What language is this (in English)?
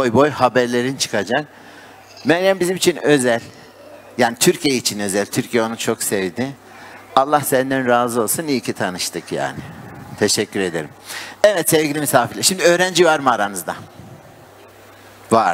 Turkish